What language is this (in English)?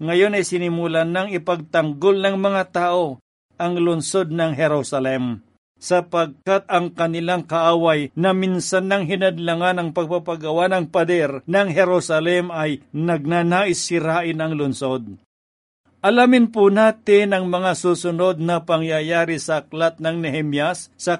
Filipino